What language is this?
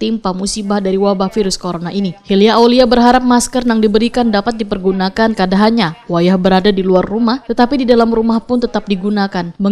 Banjar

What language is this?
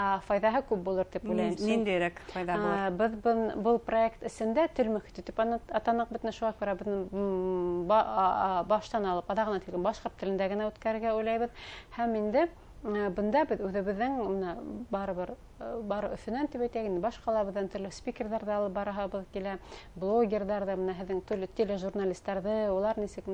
Bashkir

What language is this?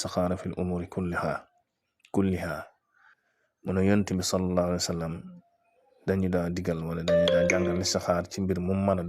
Wolof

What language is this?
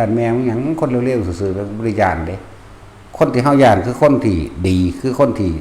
Northeastern Thai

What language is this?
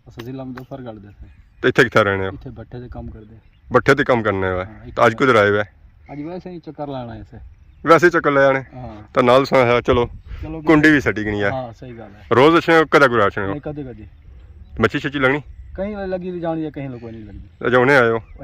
Pahari-Potwari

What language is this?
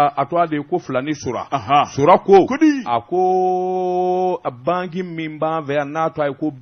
Bambara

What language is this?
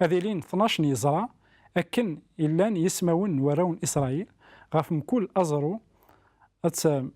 Kabyle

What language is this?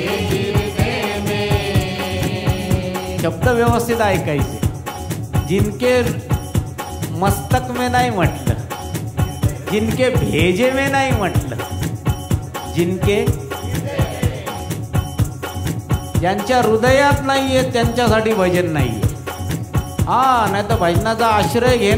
Marathi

